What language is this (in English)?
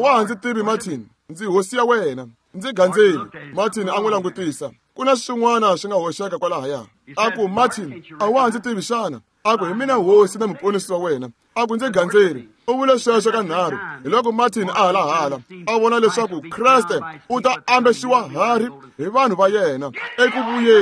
Tsonga